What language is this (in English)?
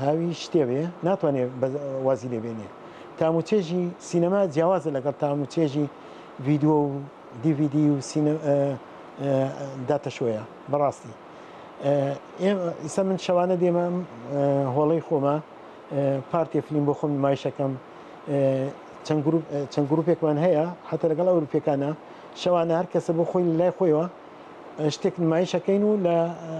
Central Kurdish